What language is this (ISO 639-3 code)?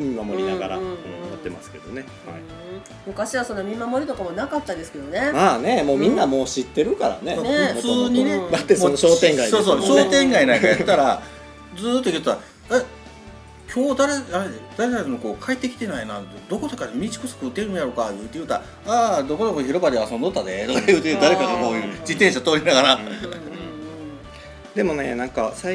jpn